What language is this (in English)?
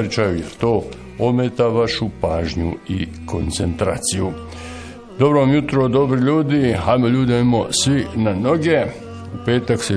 Bosnian